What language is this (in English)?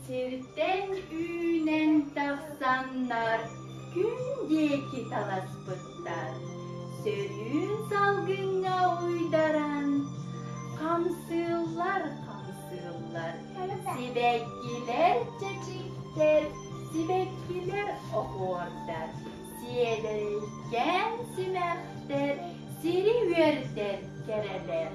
Yakut